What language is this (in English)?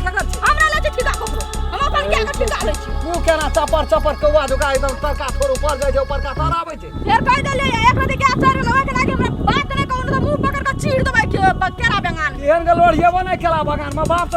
Maithili